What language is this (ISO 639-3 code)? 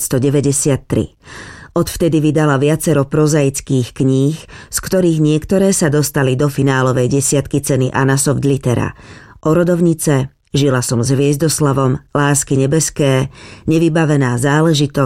slk